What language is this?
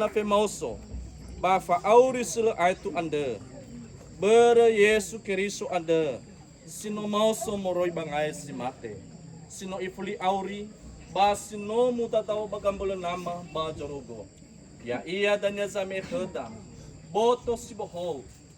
Nias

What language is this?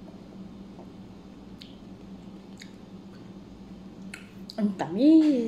Filipino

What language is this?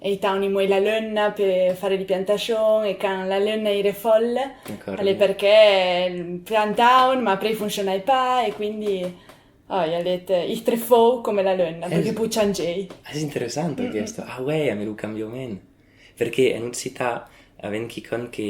Occitan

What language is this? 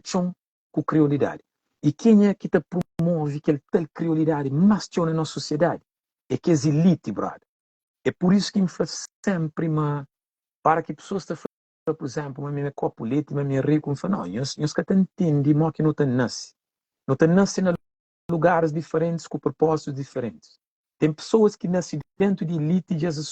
Kabuverdianu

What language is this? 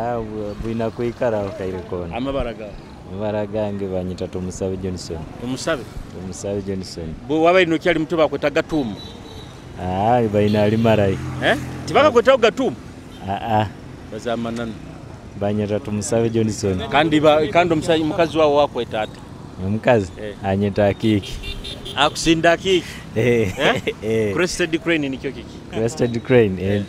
Nyoro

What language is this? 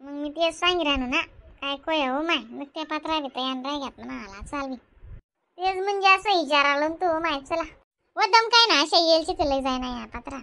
Khandesi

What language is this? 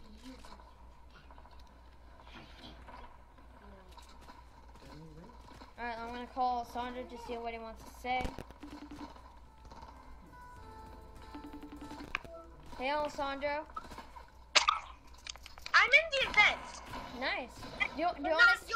English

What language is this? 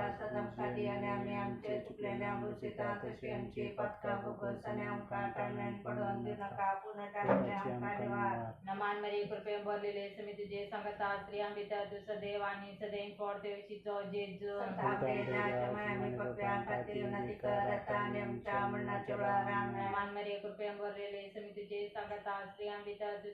Konkani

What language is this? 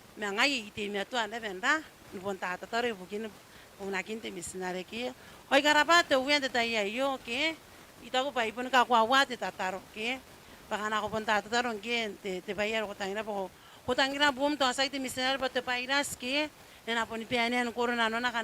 Gilbertese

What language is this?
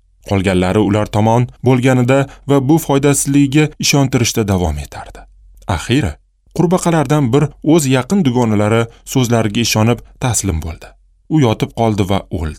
Uzbek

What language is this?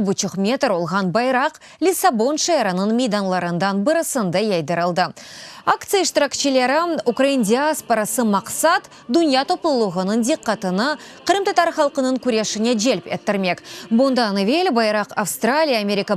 Crimean Tatar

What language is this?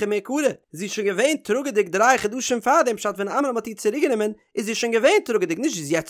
Yiddish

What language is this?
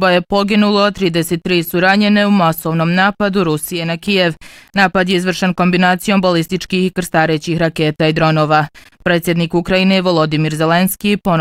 Bosnian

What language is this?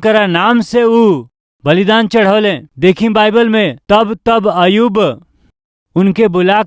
Bhojpuri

